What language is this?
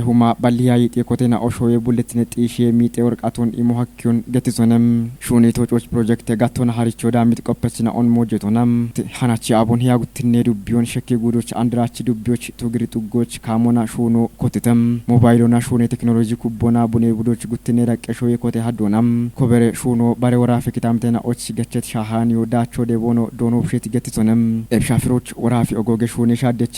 Kafa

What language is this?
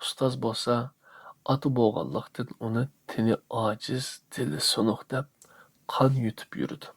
Uyghur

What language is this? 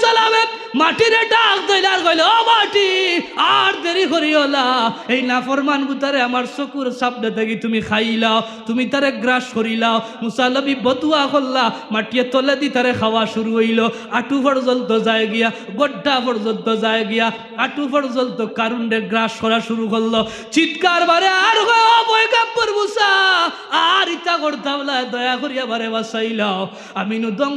Sylheti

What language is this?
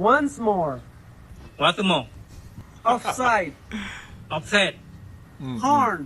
Achinese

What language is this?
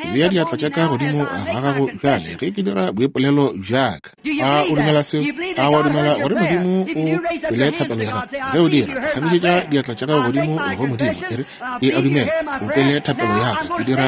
Northern Sotho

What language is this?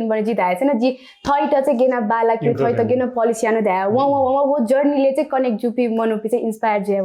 Newari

